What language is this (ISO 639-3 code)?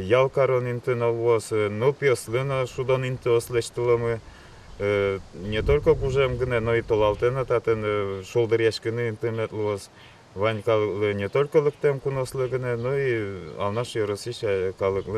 udm